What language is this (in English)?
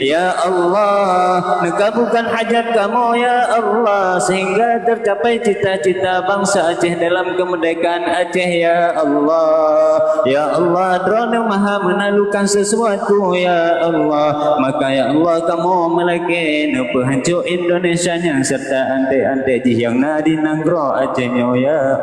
Achinese